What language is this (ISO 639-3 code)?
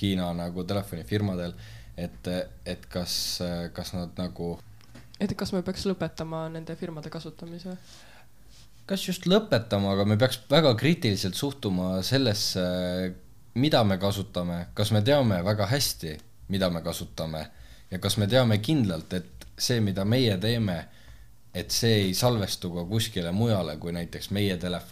est